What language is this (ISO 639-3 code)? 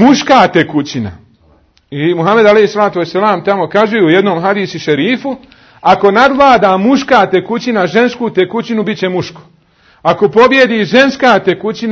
bos